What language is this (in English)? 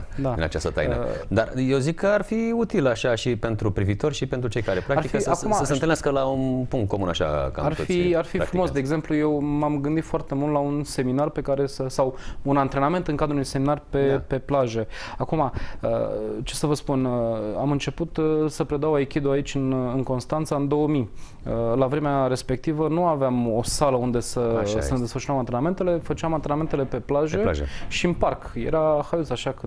Romanian